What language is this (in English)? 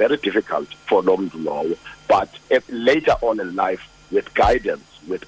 Xhosa